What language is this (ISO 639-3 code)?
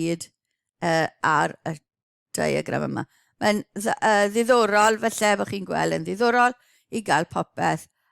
cym